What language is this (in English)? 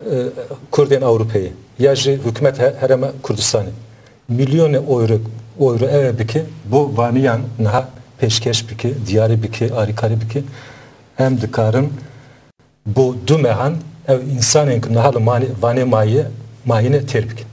Kurdish